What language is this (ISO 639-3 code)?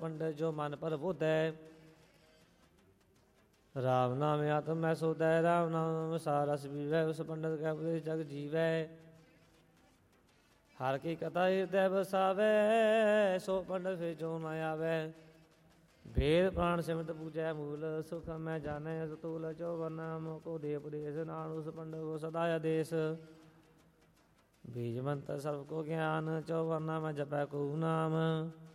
pan